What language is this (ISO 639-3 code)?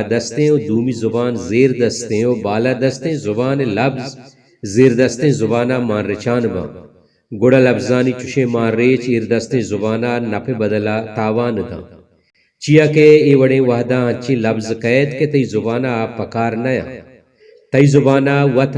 bal